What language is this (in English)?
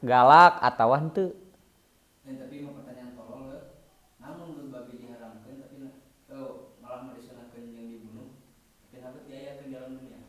Sundanese